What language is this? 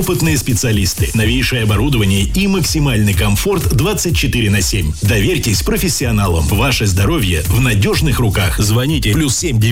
Russian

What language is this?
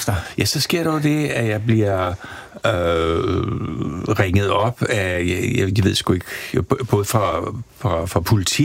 Danish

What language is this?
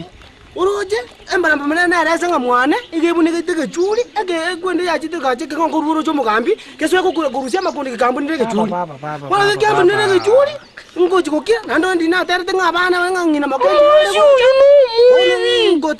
Gusii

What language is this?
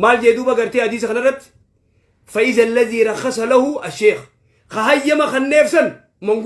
Oromo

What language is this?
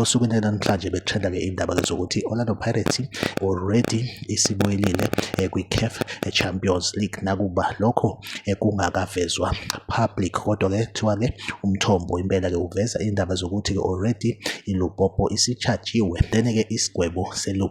Zulu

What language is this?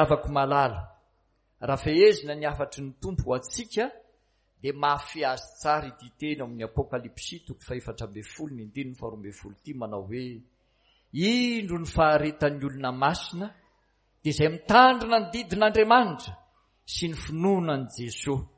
Malagasy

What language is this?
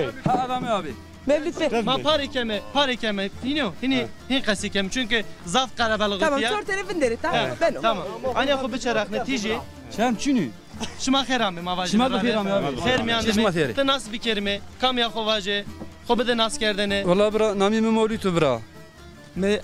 Zaza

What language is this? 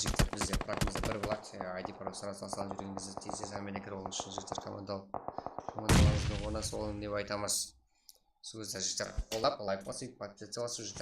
Kara-Kalpak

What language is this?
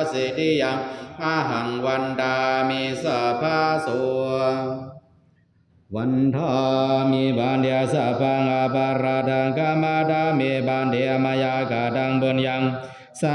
Pali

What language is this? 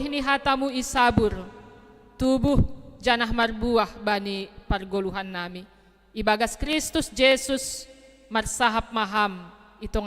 Batak Simalungun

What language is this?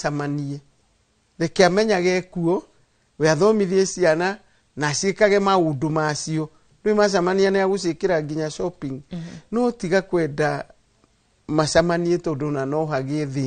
Kikuyu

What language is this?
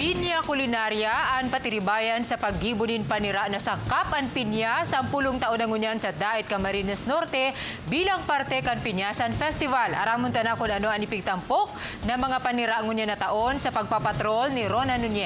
Bikol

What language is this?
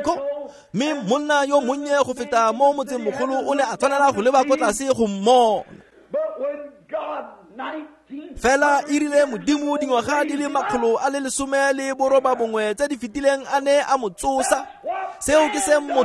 Tswana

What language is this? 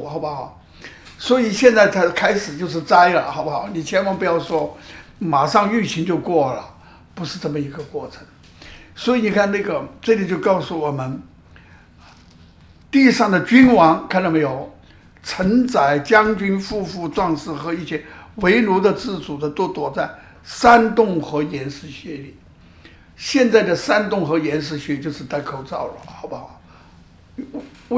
Chinese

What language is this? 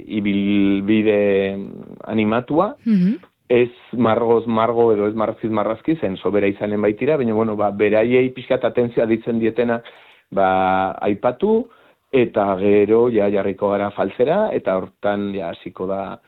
Basque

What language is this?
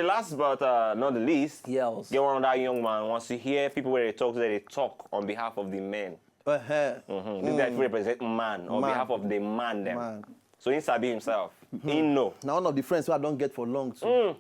Nigerian Pidgin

